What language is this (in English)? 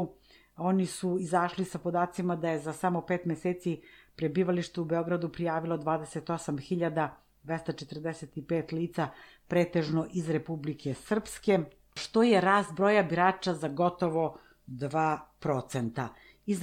Serbian